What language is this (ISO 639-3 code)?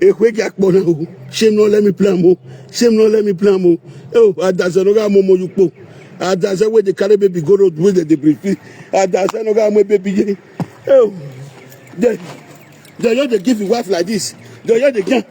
pcm